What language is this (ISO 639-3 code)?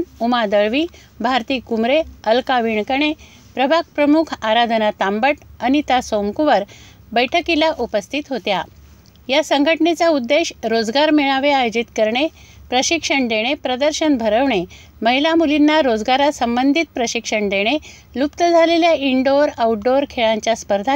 mar